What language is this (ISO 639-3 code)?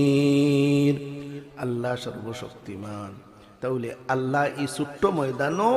syl